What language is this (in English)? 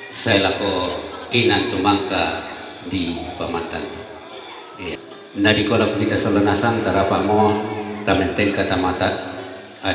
Toraja-Sa'dan